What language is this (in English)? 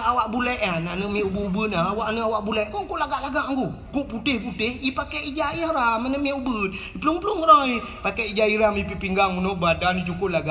Achinese